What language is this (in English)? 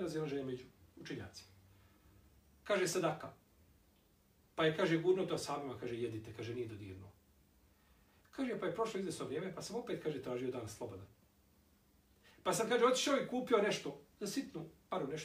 Bosnian